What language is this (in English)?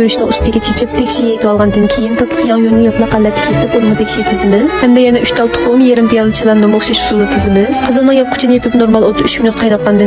Uyghur